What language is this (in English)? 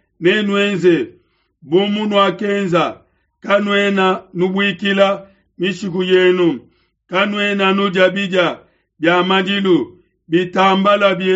Luba-Lulua